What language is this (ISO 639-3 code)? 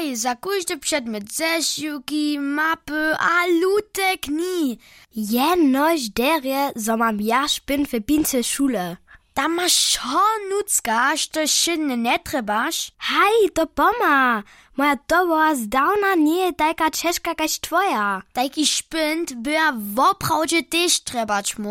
hsb